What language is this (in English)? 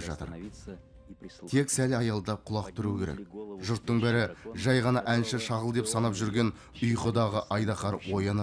Kazakh